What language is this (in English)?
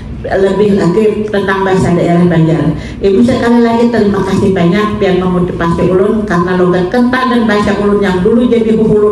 Banjar